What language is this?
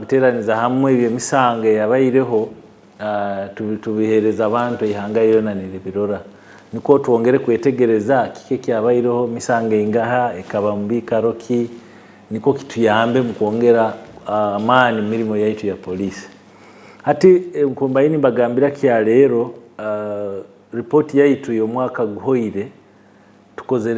Nyankole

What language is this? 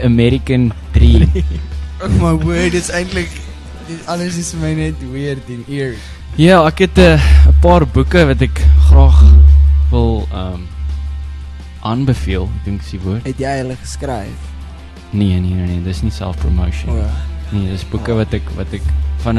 Afrikaans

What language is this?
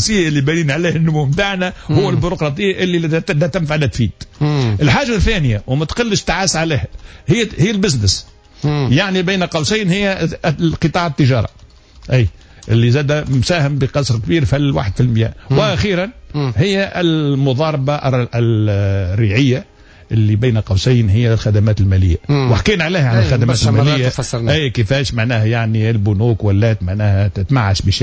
Tunisian Arabic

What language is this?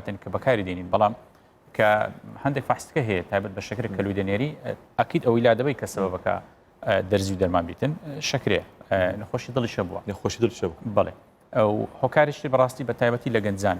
Central Kurdish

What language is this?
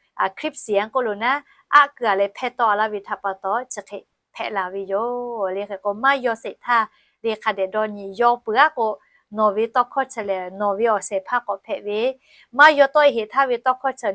Lahu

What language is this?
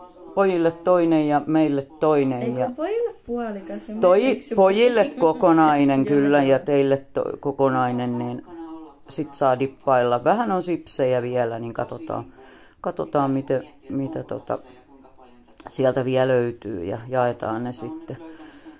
Finnish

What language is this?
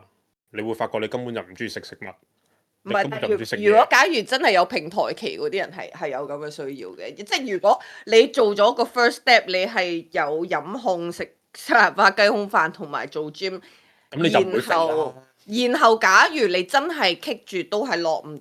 Cantonese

